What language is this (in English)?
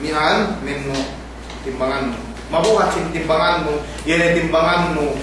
Yakan